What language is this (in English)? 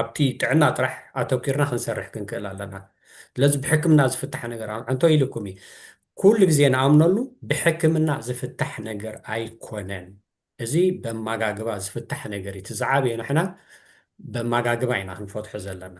Tigrinya